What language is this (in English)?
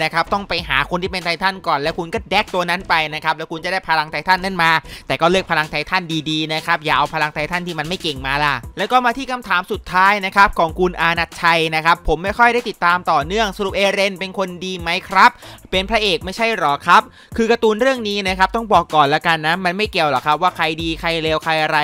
Thai